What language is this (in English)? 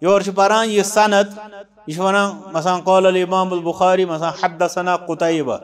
Kashmiri